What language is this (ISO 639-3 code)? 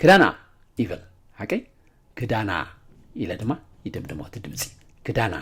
tir